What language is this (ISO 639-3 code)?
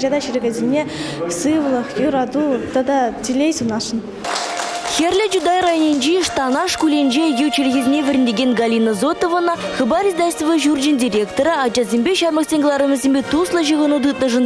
chv